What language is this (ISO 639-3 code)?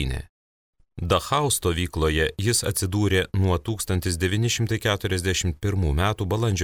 lit